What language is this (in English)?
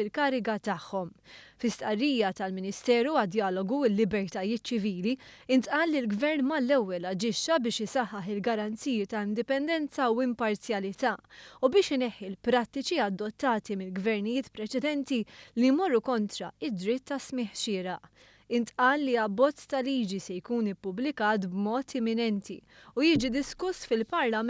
Maltese